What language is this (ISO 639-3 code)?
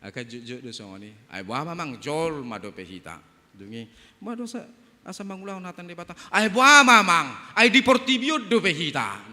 bbc